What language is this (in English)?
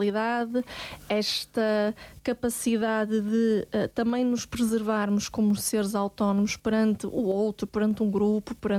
Portuguese